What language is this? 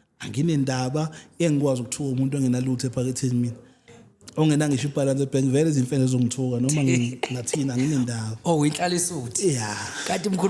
Zulu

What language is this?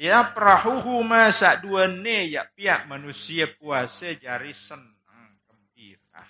Sasak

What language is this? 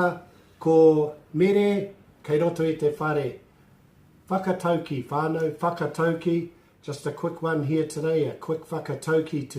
Māori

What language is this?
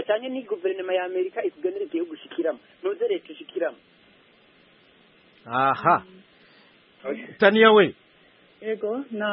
Kinyarwanda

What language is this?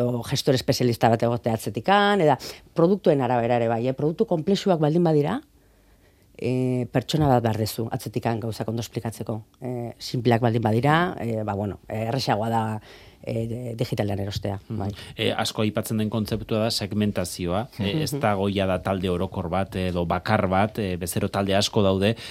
Basque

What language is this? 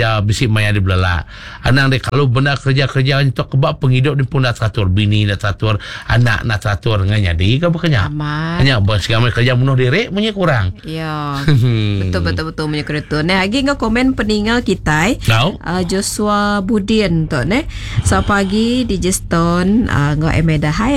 Iban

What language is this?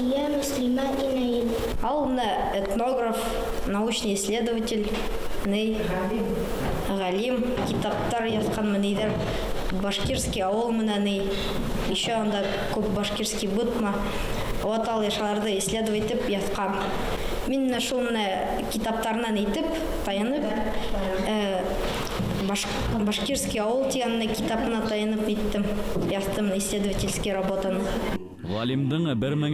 Bashkir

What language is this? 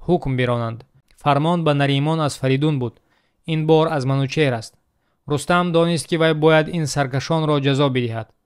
Tajik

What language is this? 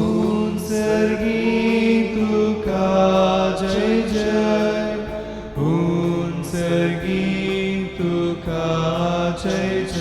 Konkani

